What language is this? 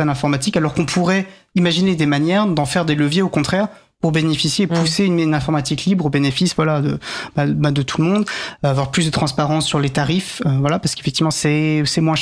French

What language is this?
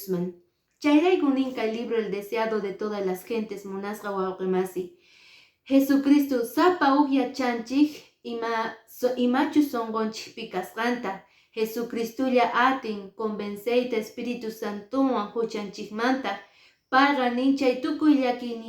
Quechua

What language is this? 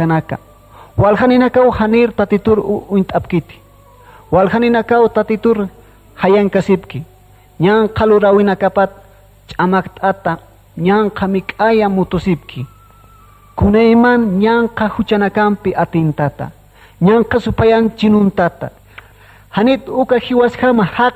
Aymara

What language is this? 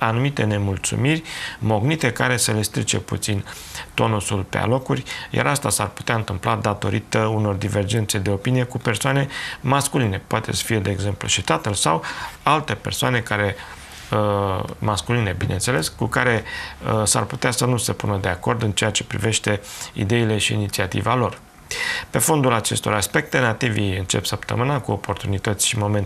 Romanian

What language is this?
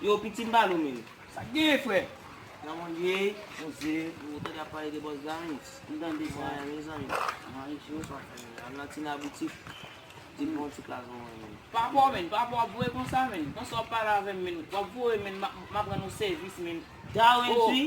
Haitian Creole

